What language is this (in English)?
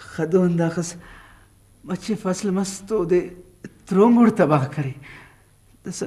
Brahui